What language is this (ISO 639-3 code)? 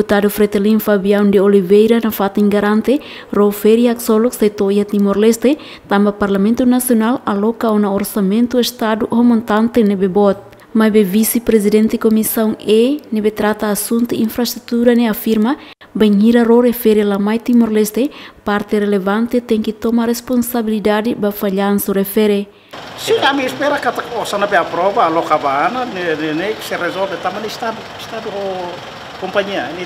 tet